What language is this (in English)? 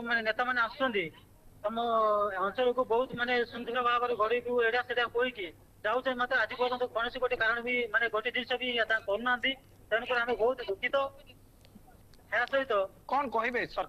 Odia